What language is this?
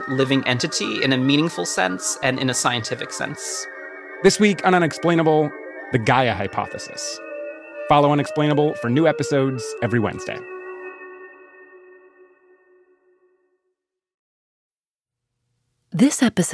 English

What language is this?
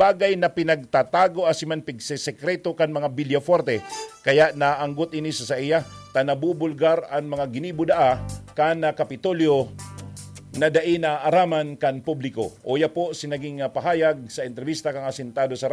Bikol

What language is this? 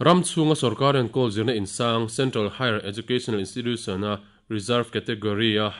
Mizo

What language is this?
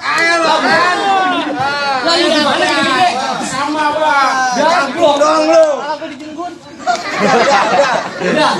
Betawi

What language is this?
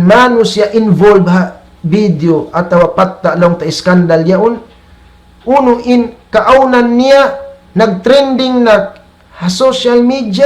Tausug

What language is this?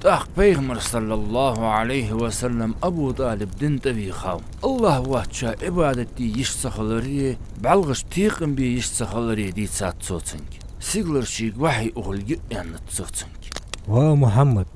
Ingush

